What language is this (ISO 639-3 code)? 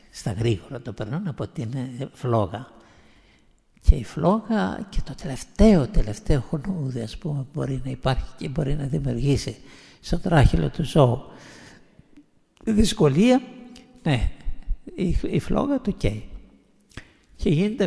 ell